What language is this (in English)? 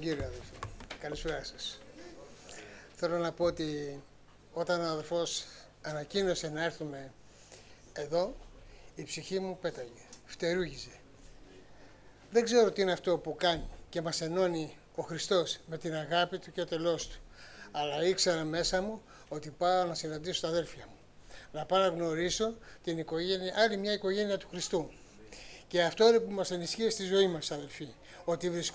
Greek